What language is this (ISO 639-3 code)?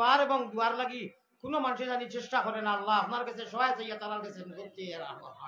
syl